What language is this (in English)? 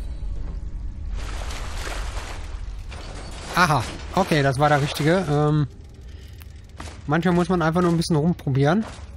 German